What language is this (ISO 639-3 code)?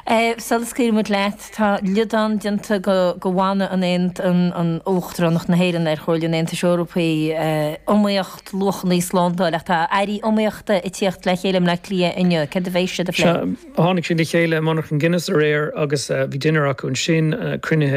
gle